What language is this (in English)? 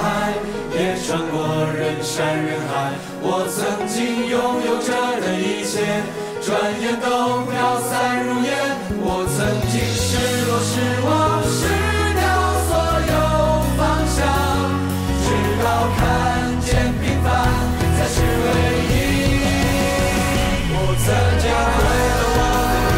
Chinese